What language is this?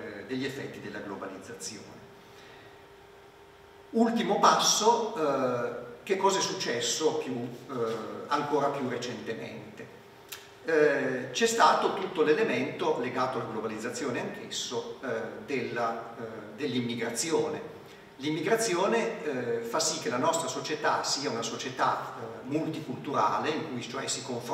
Italian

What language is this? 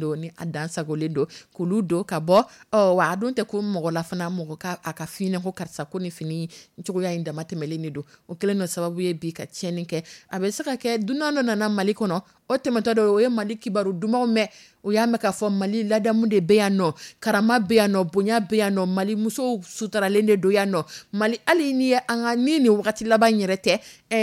Dyula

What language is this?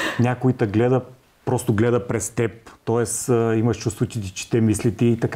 Bulgarian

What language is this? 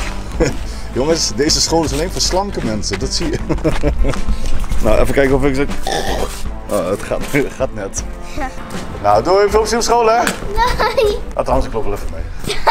Dutch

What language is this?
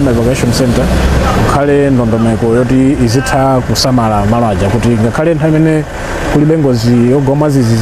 Nyanja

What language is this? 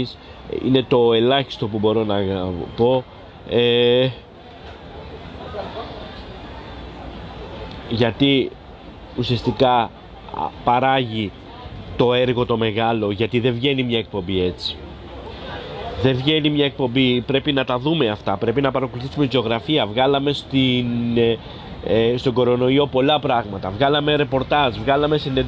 Greek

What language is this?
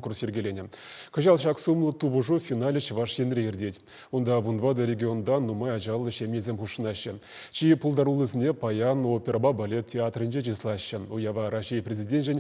Chuvash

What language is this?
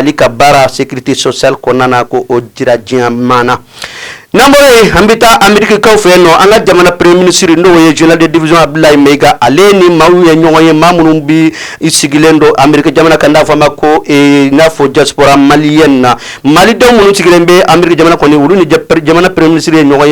Bambara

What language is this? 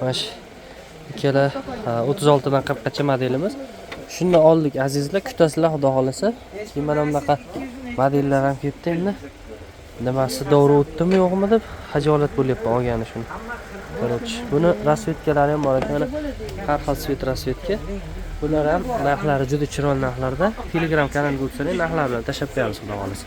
Uzbek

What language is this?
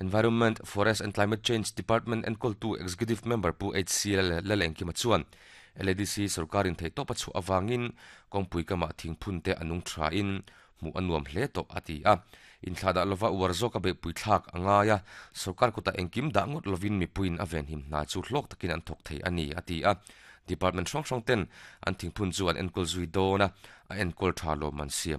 Mizo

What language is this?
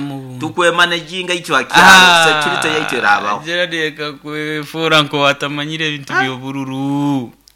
Nyoro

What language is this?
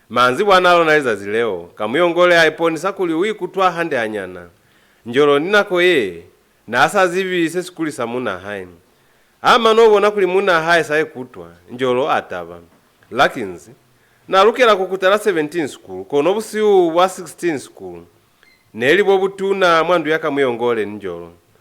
Lozi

